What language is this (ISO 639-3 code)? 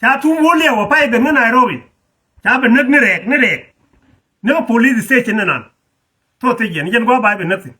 nus